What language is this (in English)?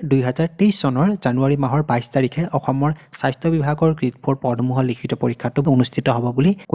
Assamese